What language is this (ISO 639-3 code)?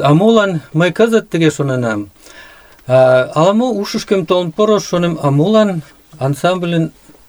chm